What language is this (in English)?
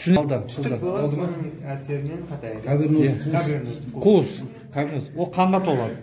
Kazakh